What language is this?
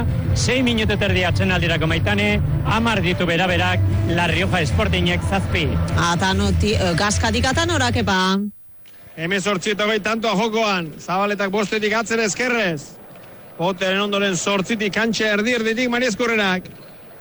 Basque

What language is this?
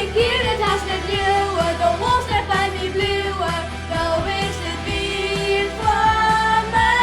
Western Frisian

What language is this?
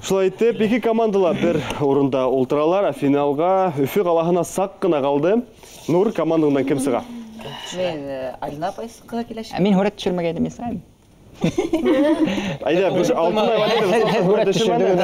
Bashkir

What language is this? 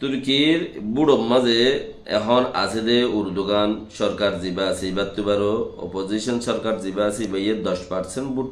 Rohingya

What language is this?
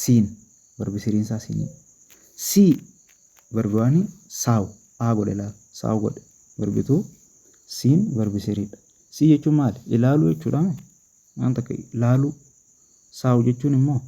Oromo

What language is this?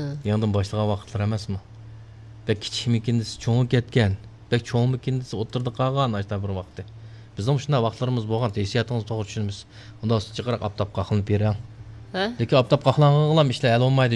Uyghur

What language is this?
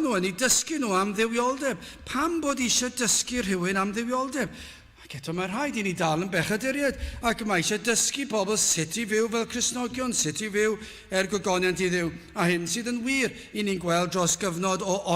Welsh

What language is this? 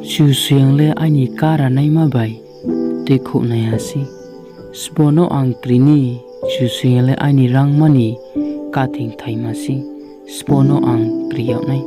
Riang (India)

